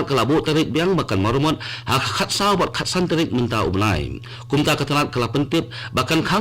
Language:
Khasi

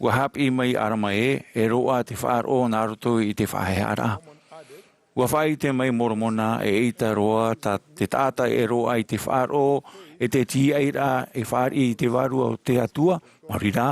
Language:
Tahitian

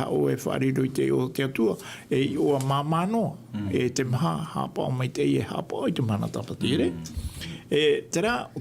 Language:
Tahitian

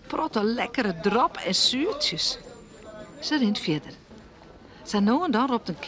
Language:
Western Frisian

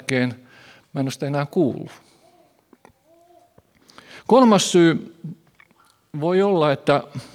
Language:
Finnish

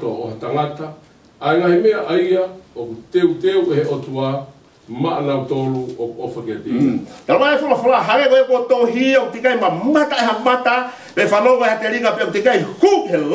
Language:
Tongan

